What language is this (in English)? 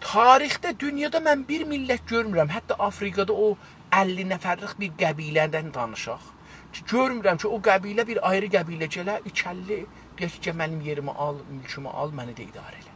South Azerbaijani